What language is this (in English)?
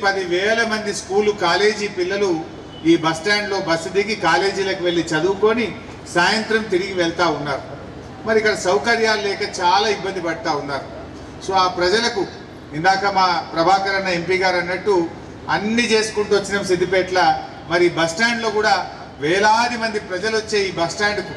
Telugu